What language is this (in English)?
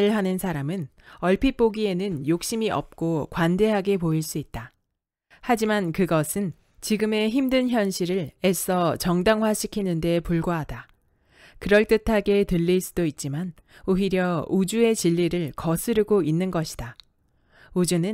Korean